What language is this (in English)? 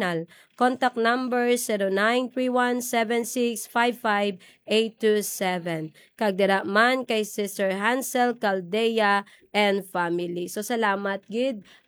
Hiligaynon